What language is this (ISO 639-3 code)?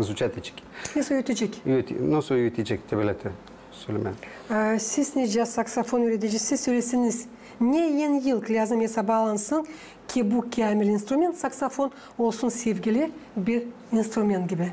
gag